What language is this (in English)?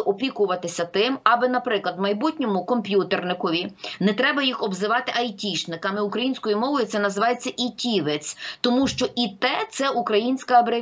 Ukrainian